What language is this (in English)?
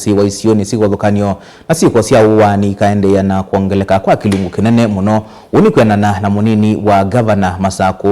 Kamba